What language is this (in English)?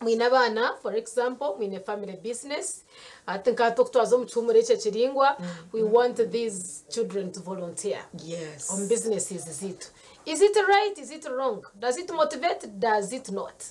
Nyankole